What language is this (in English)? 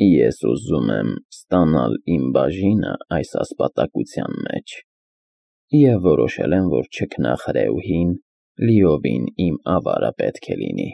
Armenian